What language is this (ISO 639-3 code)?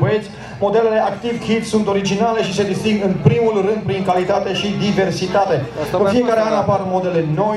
ron